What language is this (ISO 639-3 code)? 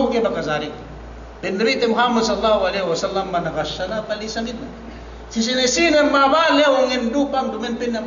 yka